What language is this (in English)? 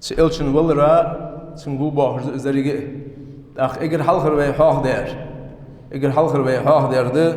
Ingush